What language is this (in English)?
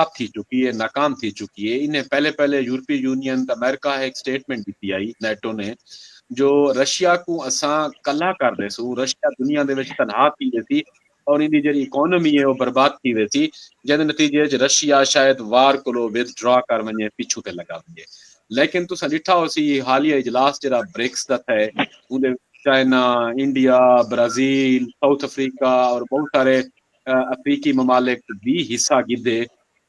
Saraiki